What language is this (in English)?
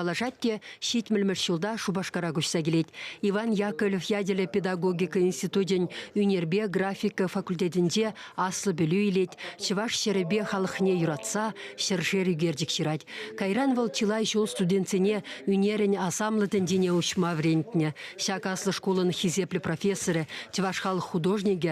Chuvash